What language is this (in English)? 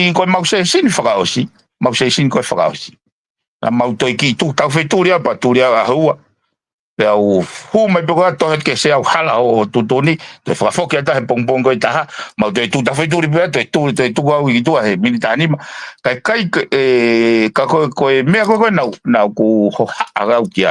Tongan